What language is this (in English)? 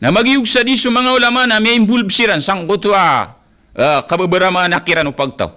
Maranao